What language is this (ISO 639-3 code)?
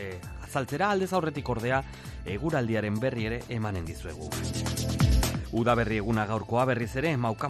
eus